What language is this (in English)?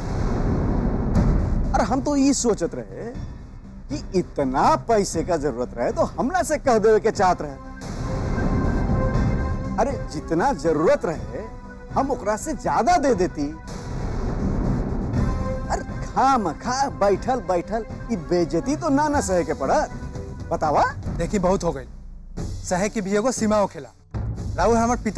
Bhojpuri